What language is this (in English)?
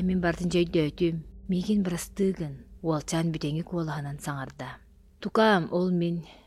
Yakut